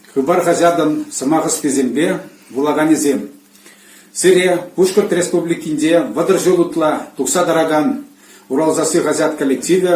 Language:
Chuvash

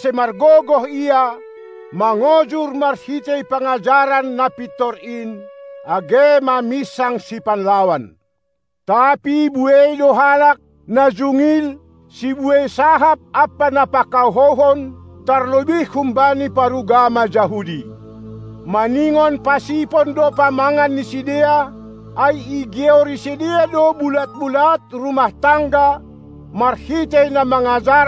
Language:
Batak Simalungun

